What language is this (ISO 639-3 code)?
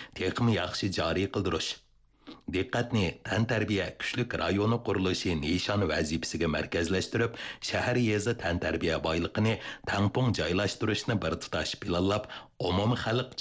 uig